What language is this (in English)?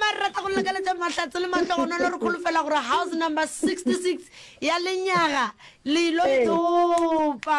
Northern Sotho